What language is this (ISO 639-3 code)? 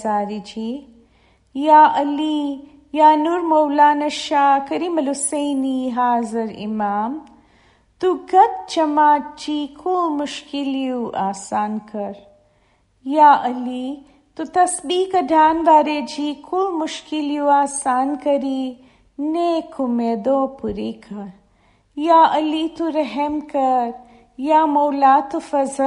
snd